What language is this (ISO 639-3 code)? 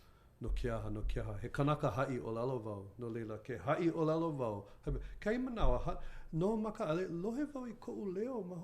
haw